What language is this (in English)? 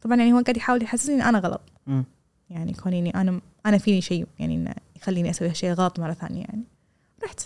Gulf Arabic